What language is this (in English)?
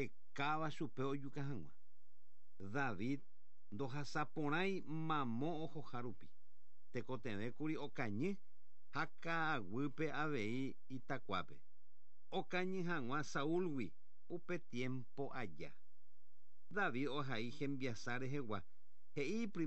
Guarani